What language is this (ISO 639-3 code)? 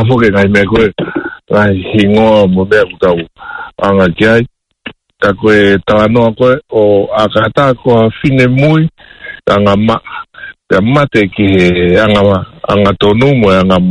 ton